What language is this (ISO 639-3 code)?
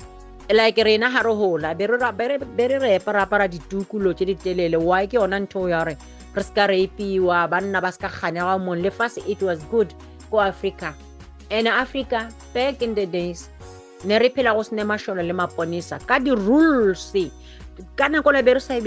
nso